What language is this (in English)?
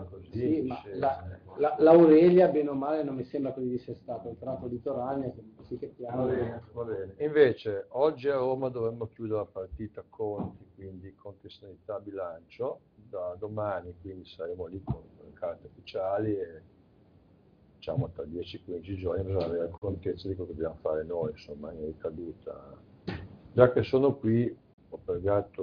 Italian